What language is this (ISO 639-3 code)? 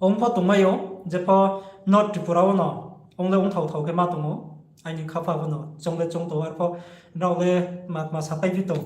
ria